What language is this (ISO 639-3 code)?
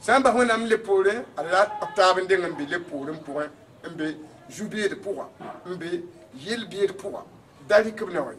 mos